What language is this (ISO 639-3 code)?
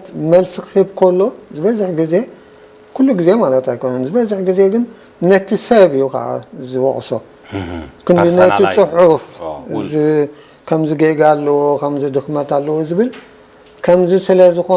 tir